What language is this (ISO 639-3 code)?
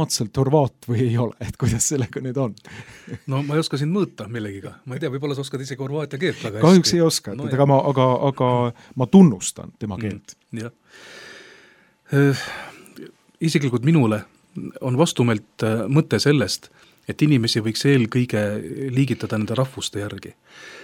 est